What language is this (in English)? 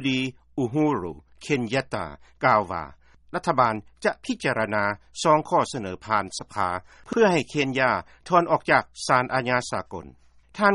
Lao